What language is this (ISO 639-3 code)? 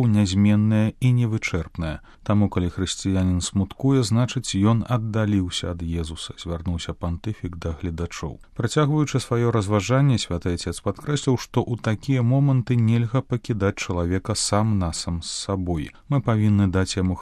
bel